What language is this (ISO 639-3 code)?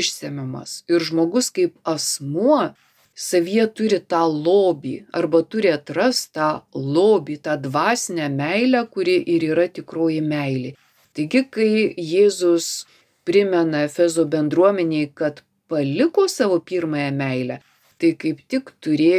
lit